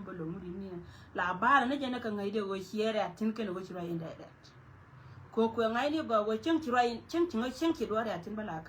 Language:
Nuer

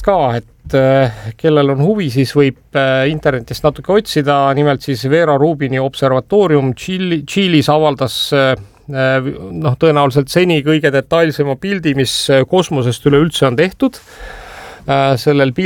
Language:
Estonian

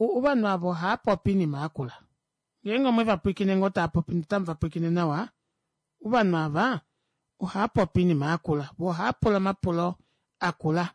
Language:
Kuanyama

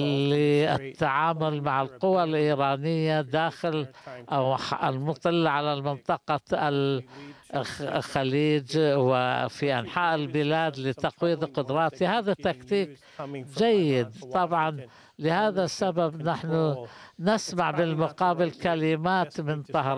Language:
Arabic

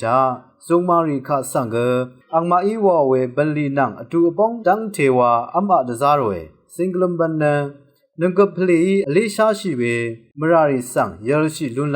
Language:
Rawang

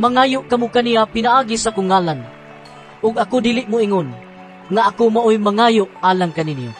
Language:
Cebuano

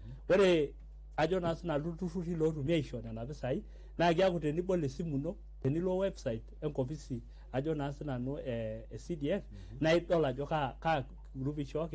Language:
Masai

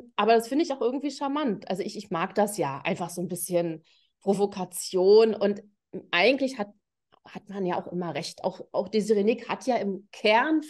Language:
German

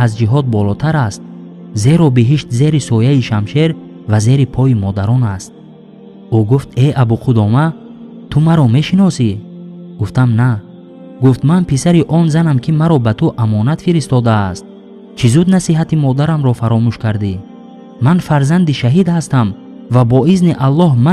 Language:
Tajik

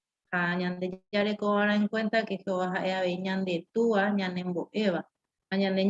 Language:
Guarani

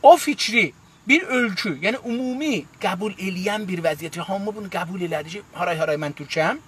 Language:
South Azerbaijani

